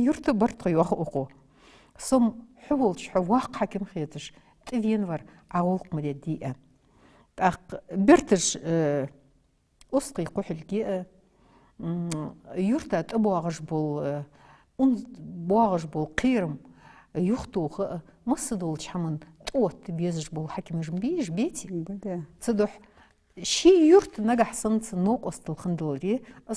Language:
Ingush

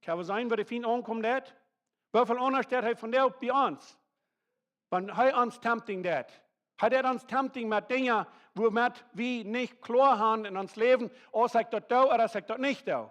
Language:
Plautdietsch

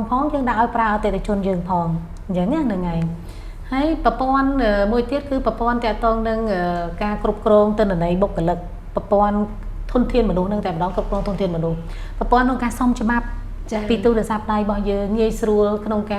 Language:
Khmer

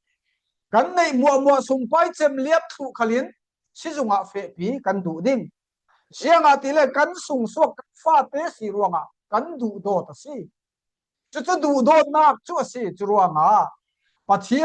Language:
Falam Chin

